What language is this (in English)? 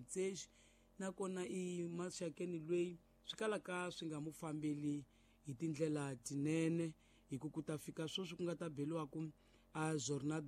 Tsonga